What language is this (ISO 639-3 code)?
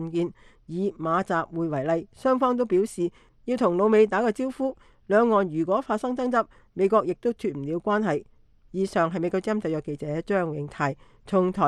yue